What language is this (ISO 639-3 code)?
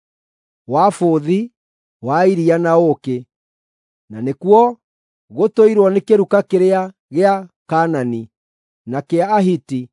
kik